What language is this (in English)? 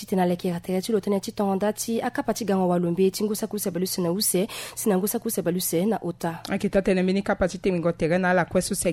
Sango